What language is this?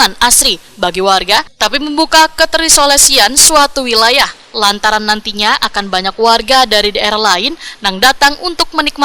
Banjar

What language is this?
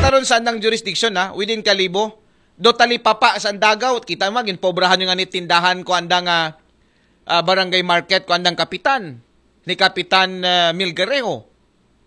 Aklanon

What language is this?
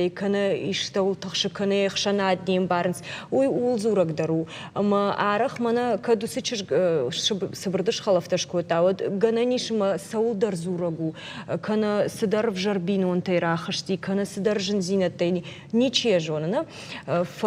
Ossetic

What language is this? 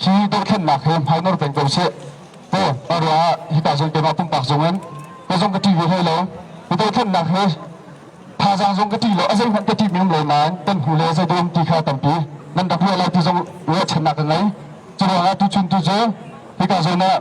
Hakha Chin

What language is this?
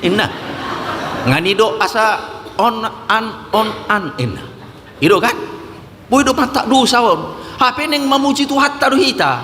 Batak Toba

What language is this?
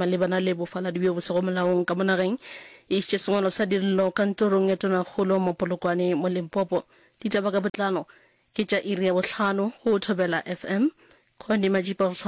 Northern Sotho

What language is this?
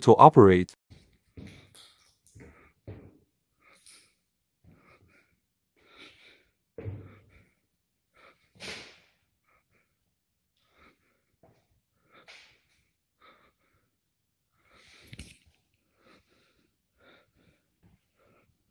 Chinese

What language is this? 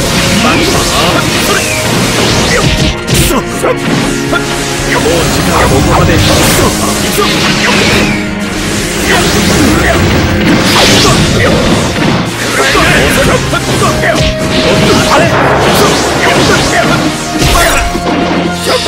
Japanese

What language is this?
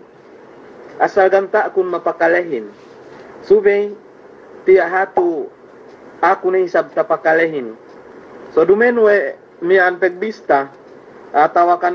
Yakan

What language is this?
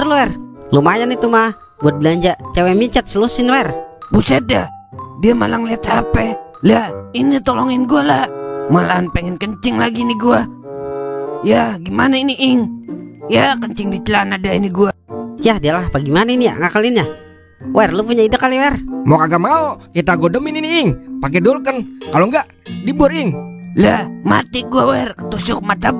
Betawi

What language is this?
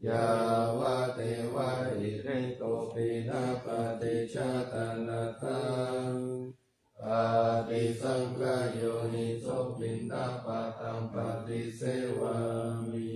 Pali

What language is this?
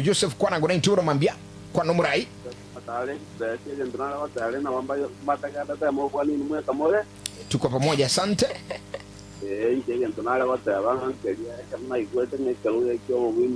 Gusii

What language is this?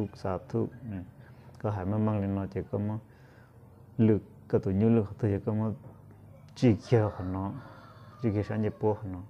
Hmong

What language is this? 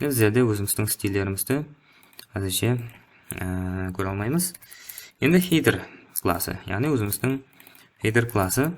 Kara-Kalpak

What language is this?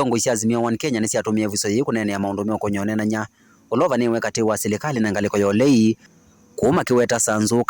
Kamba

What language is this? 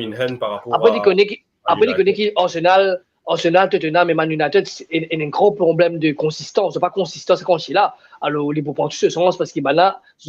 Morisyen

